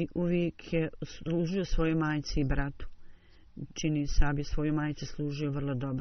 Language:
Bosnian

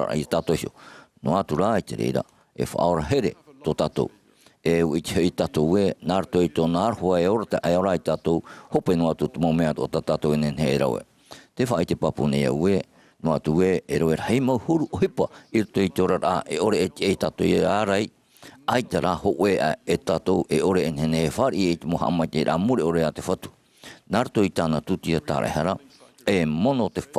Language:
Tahitian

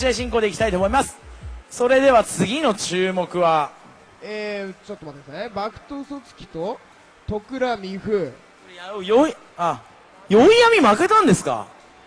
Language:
Japanese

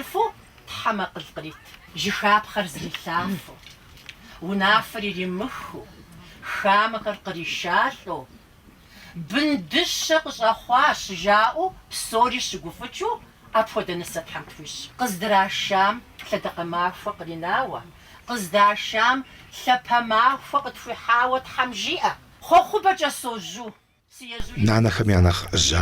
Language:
Kabardian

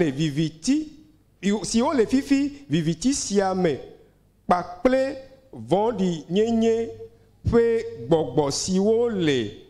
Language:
Ewe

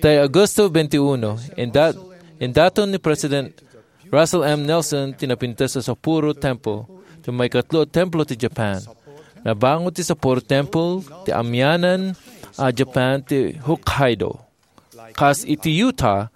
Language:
Iloko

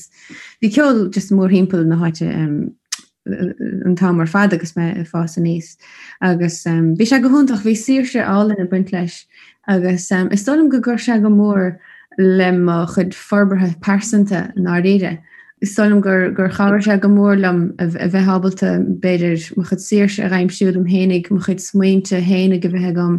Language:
Irish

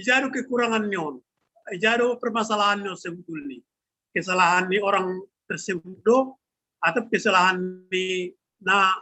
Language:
Batak Simalungun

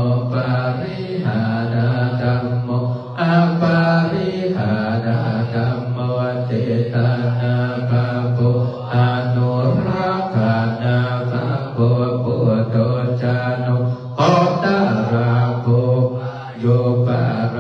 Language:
Pali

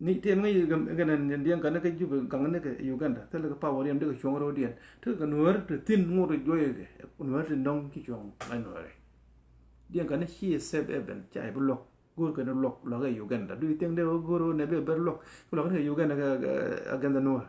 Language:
Nuer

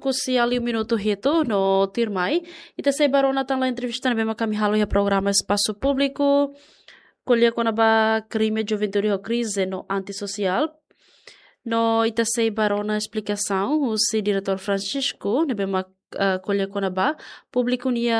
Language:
Tetum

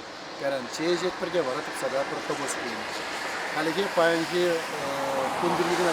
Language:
Chuvash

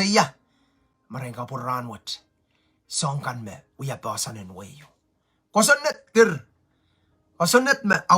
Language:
Pohnpeian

